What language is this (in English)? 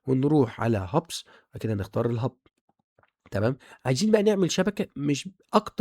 Egyptian Arabic